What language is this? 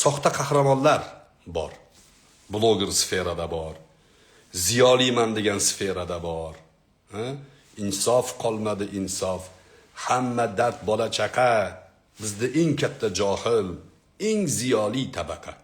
Uzbek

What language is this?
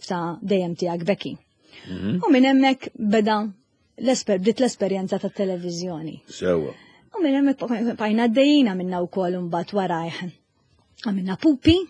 Maltese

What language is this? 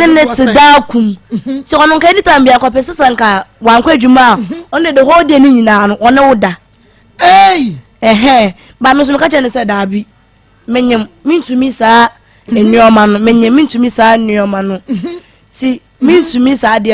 Akan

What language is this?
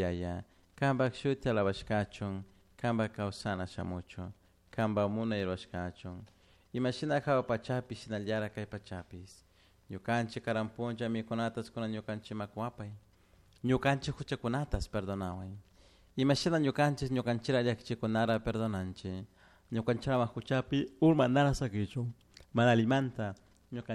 Chimborazo Highland Quichua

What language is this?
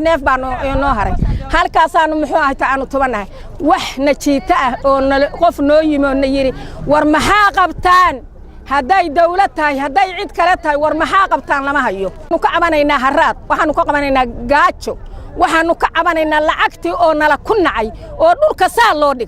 Somali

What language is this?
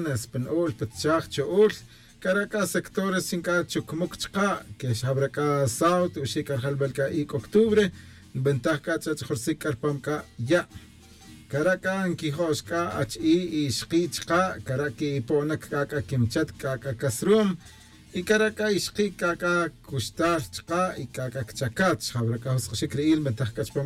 Tz'utujil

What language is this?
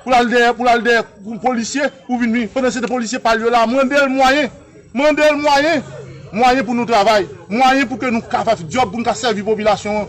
Haitian Creole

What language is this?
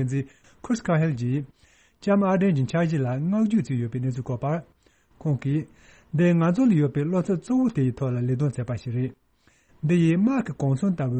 Tibetan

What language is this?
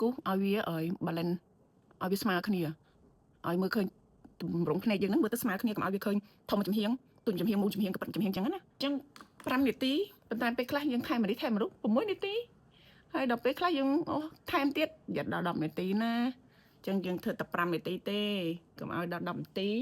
Khmer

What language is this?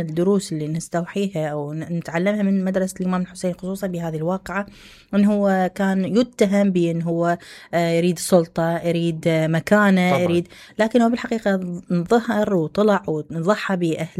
Mesopotamian Arabic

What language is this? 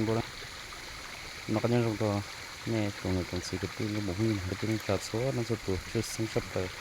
Hmong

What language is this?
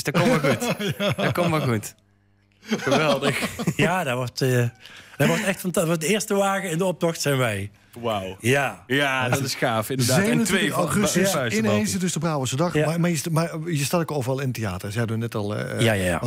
Dutch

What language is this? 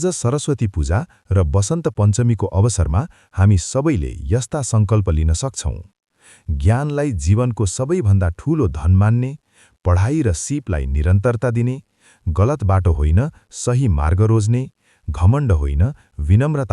Nepali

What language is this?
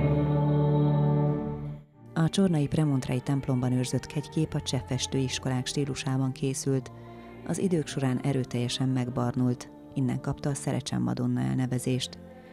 Hungarian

